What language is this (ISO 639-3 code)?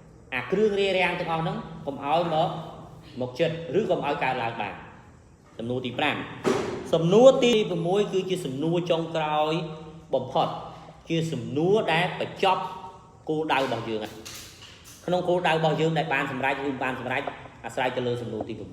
khm